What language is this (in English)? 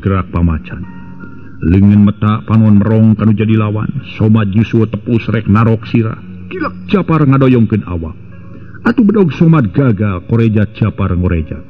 Sundanese